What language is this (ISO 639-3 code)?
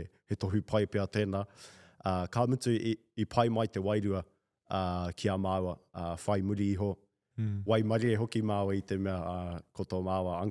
mri